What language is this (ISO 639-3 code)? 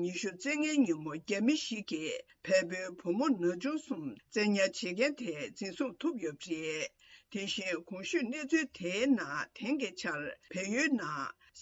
bod